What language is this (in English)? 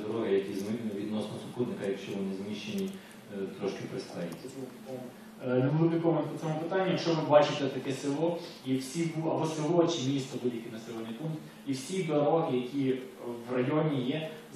Ukrainian